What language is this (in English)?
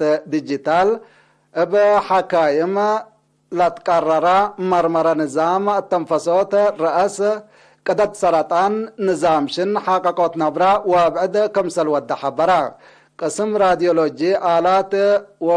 Tigre